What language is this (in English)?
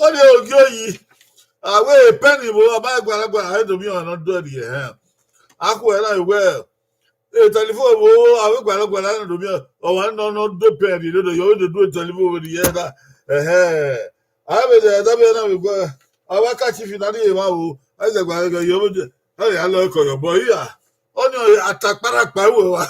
Bini